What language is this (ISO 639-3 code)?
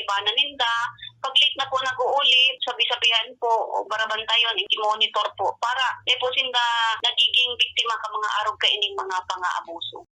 bik